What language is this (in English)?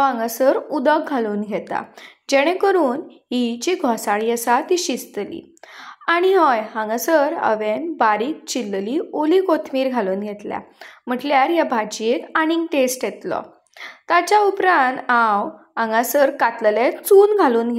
Konkani